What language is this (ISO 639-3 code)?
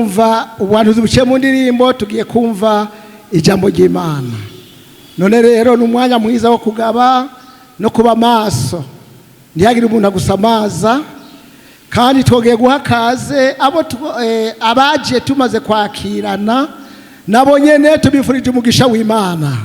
run